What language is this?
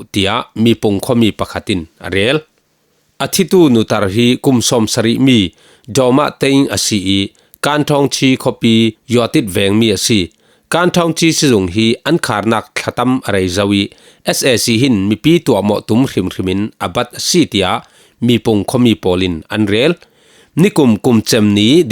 Falam Chin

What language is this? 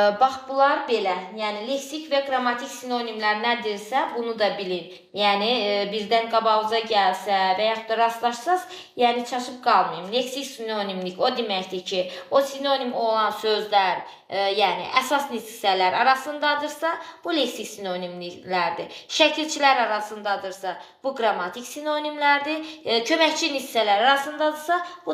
Azerbaijani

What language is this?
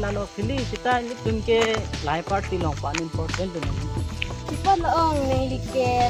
Karbi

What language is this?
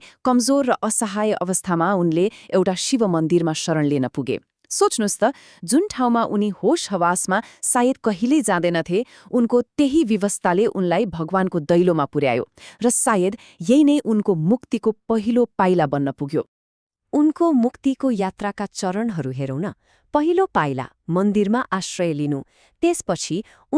Nepali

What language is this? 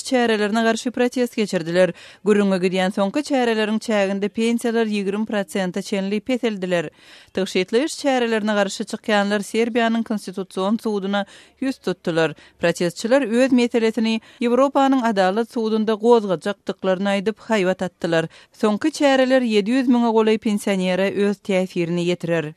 Turkmen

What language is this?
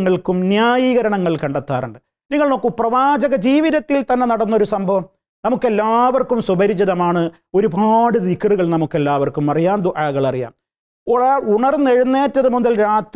Malayalam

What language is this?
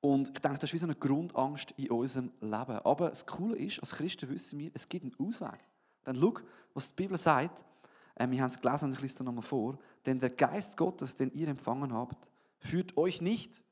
Swiss German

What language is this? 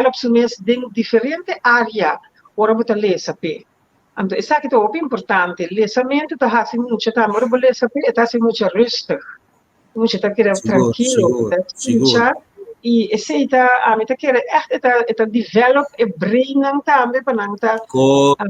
Papiamento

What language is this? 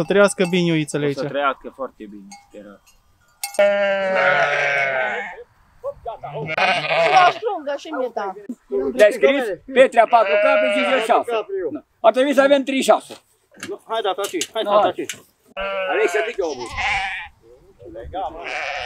Romanian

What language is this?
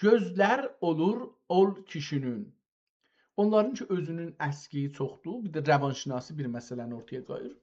South Azerbaijani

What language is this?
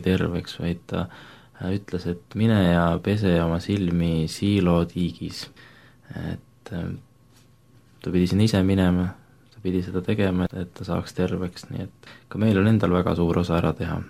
Estonian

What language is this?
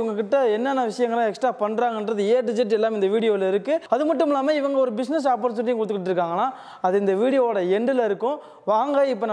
Tamil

